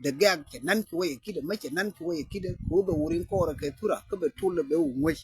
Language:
Nuer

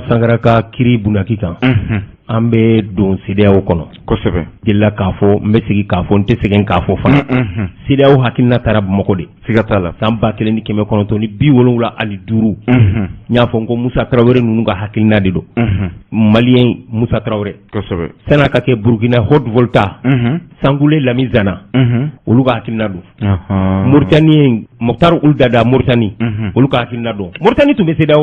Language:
Bambara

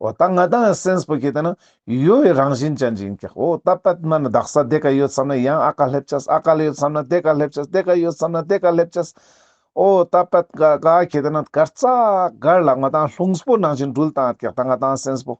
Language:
Ladakhi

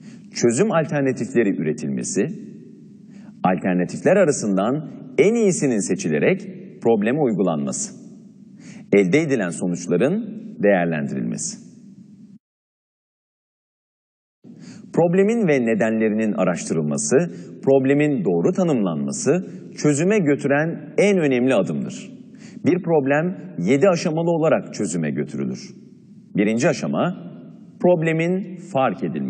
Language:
Turkish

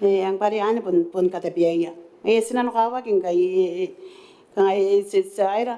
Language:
Gilbertese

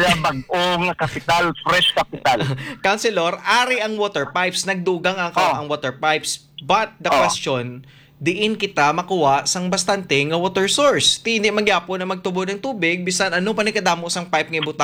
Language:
Hiligaynon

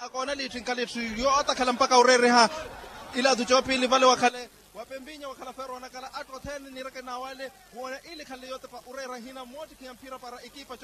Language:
Swahili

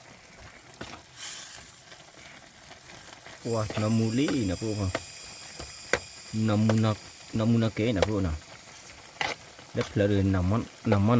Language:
S'gaw Karen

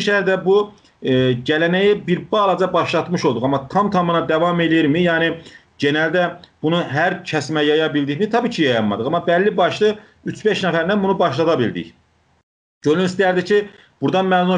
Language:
South Azerbaijani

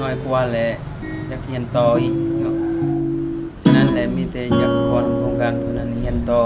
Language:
Lao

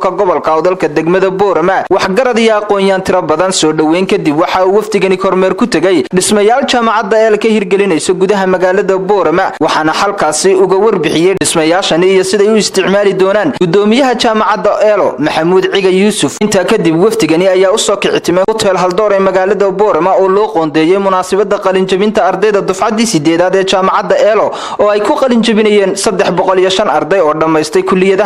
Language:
Somali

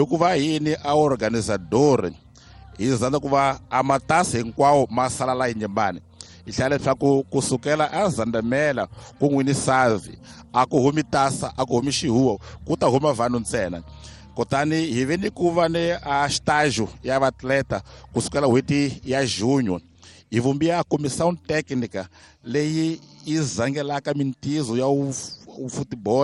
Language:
Tsonga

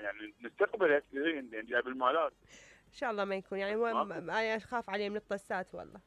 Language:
Mesopotamian Arabic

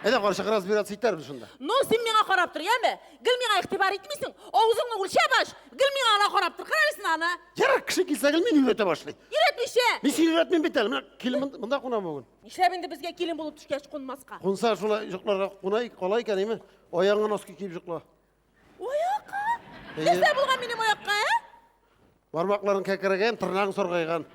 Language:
Tatar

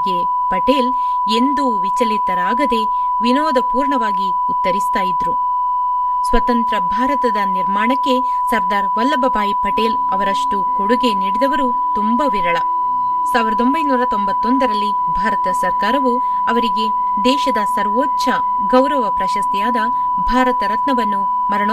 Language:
Kannada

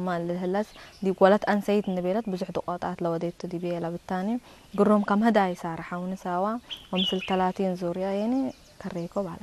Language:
Tigre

